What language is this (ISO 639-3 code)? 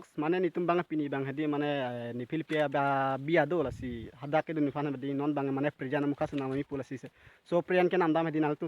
mjw